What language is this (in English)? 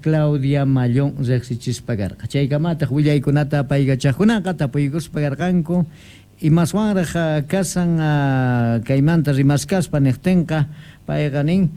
Quechua